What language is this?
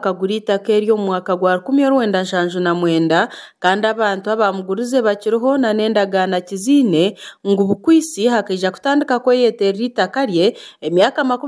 Nyankole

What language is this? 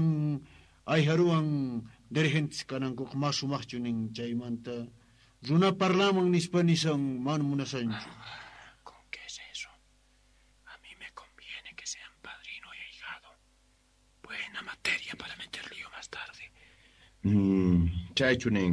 South Bolivian Quechua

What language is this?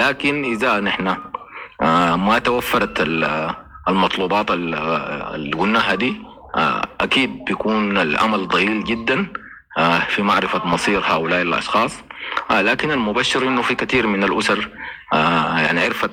Sudanese Arabic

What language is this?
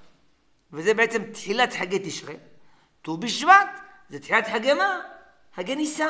Hebrew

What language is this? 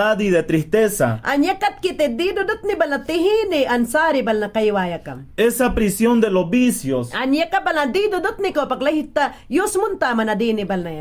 Mayangna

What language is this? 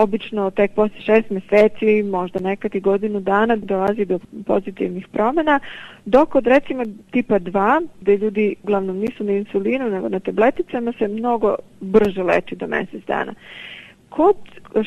Serbian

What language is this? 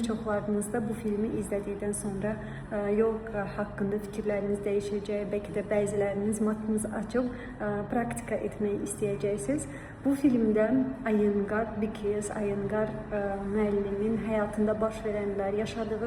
Azerbaijani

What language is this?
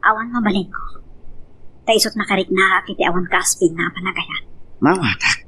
Iloko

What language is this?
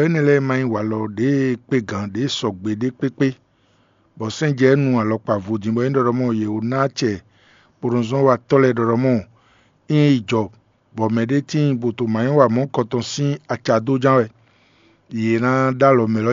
Fon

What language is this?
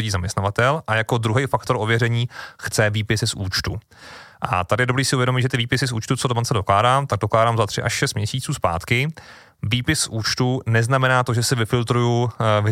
Czech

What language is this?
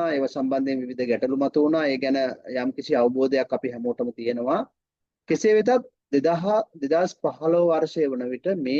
Sinhala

